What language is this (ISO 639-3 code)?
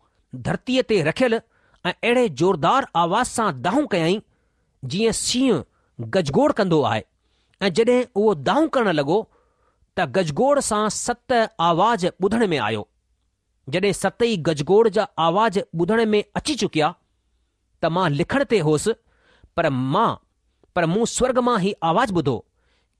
snd